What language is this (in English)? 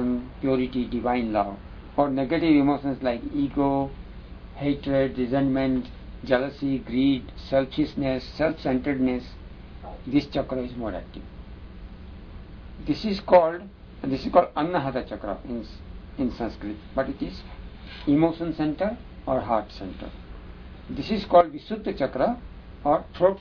English